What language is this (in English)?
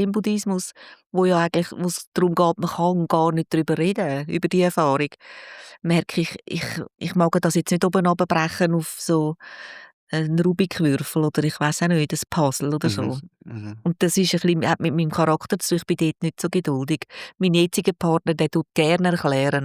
Swiss German